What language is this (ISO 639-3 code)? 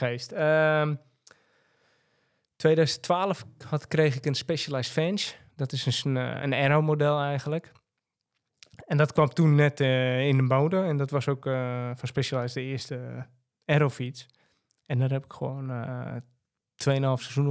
nld